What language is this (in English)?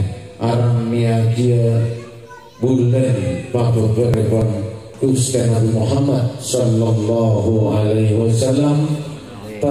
Madurese